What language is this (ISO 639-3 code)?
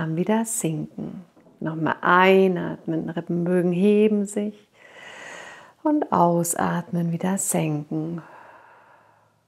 deu